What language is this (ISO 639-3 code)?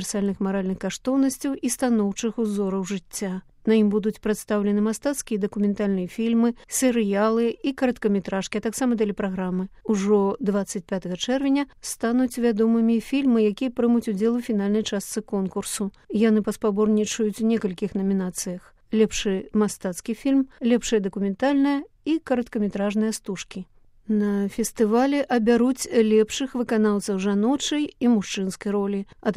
bel